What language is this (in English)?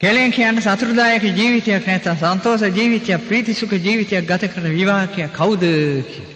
Sinhala